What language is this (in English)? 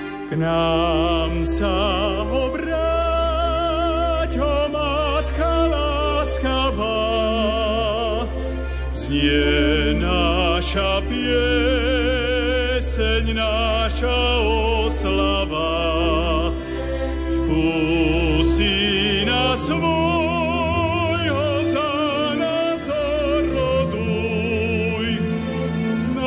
Slovak